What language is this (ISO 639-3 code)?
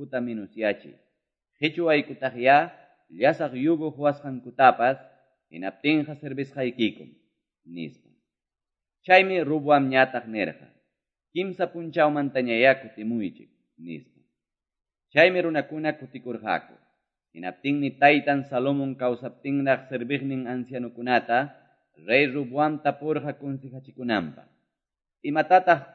que